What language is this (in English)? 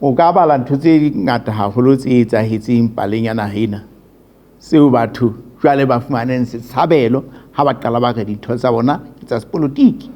Southern Sotho